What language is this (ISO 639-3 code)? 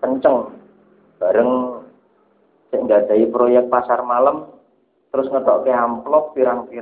jav